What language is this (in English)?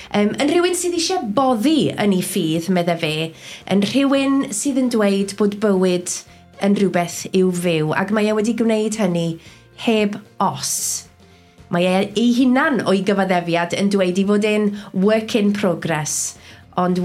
Welsh